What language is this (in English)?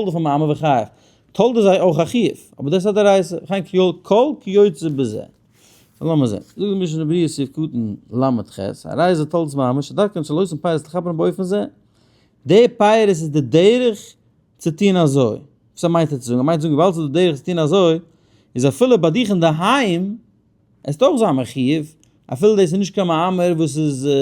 Yiddish